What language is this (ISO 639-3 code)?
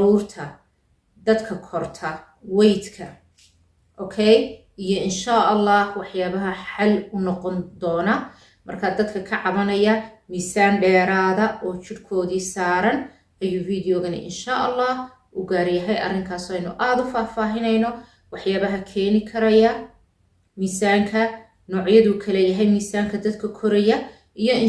som